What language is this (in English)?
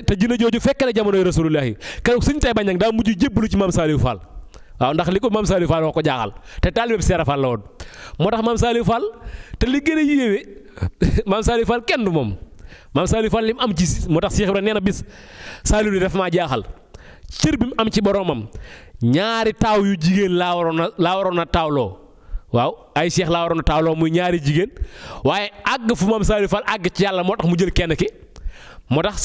Wolof